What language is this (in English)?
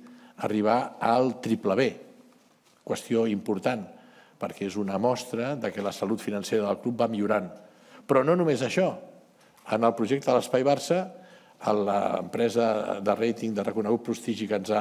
Catalan